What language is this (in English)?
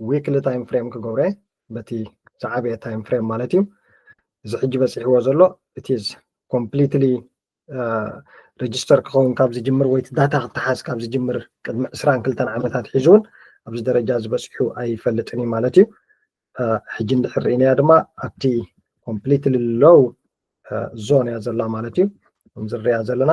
Tigrinya